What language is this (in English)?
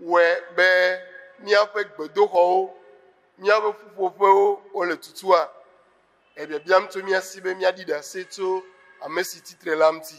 Ewe